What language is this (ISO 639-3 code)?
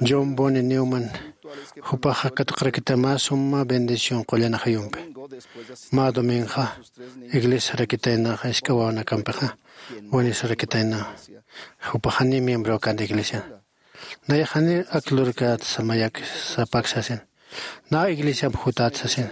aym